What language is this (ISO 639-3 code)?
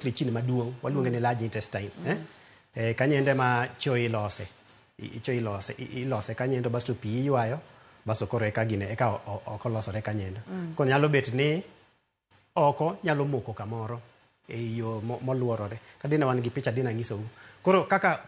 luo